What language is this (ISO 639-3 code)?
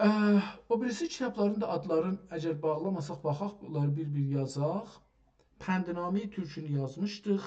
azb